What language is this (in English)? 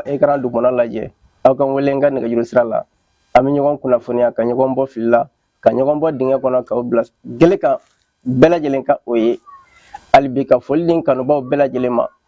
Bambara